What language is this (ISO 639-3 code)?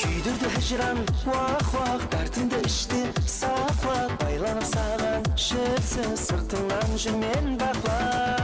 kaa